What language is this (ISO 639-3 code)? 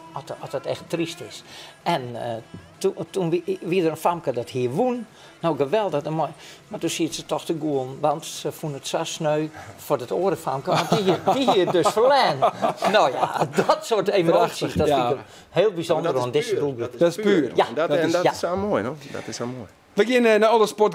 fry